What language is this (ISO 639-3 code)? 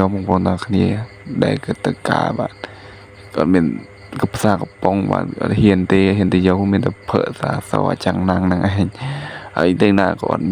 khm